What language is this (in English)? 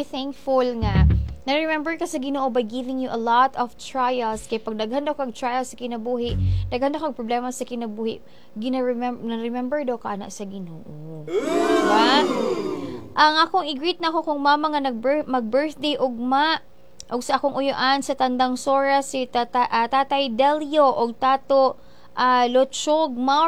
Cebuano